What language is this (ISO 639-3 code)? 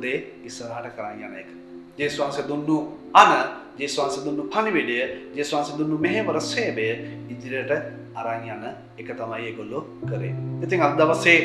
sin